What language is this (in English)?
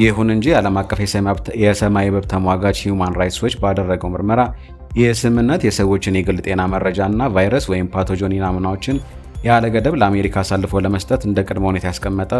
Amharic